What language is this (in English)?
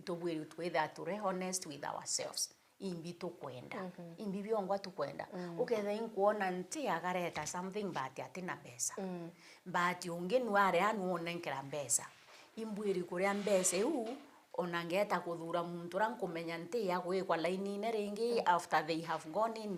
Meru